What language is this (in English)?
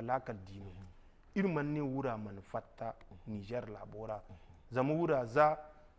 Zarma